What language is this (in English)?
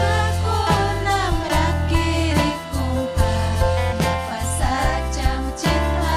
Ayacucho Quechua